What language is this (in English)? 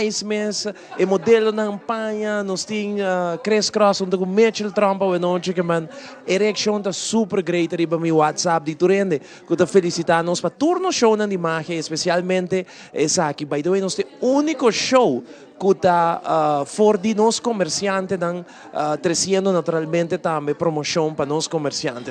Papiamento